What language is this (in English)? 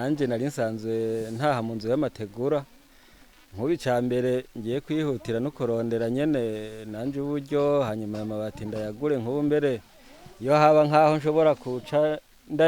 Rundi